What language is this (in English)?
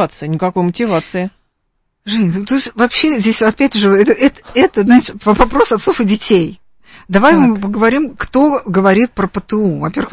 Russian